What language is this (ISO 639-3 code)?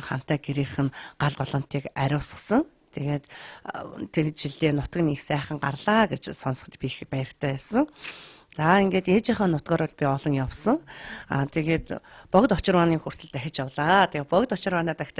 mon